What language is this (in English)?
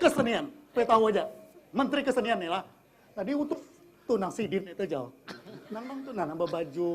Banjar